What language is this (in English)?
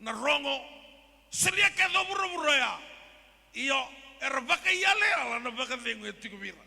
Fijian